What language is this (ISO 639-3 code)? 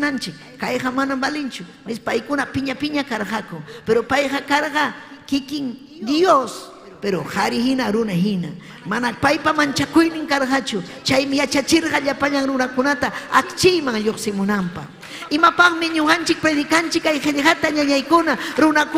quy